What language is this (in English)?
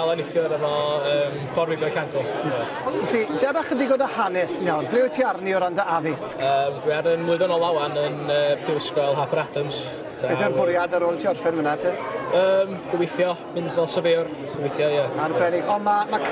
Welsh